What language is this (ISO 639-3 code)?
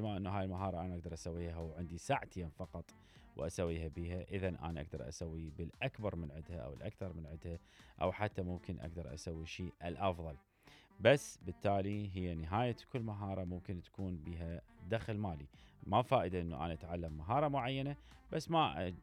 acm